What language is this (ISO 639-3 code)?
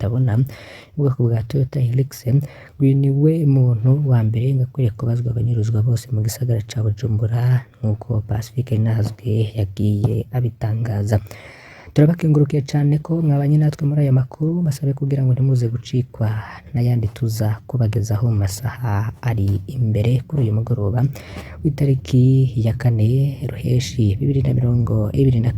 run